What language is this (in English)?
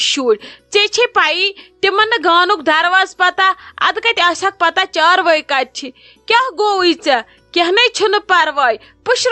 Kashmiri